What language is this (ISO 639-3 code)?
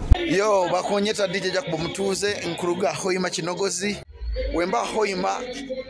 nyo